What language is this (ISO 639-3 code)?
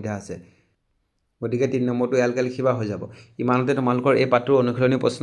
asm